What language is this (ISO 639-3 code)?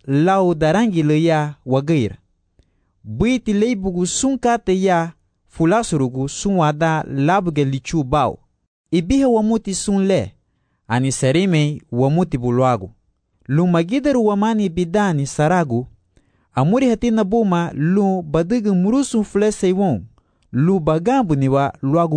cab